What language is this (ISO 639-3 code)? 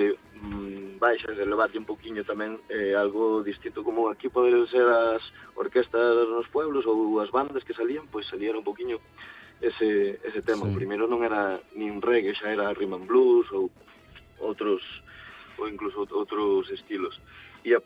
glg